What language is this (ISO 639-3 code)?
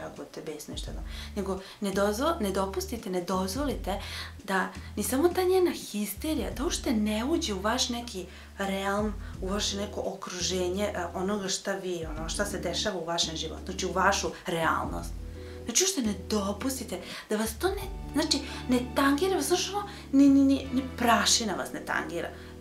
srp